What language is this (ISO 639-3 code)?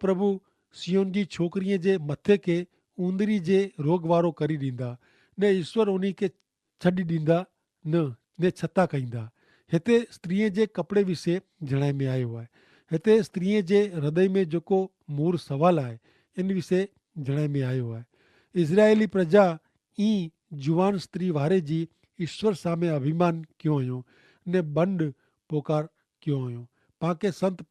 kfr